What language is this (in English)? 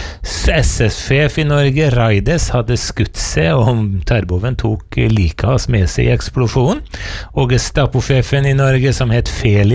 Norwegian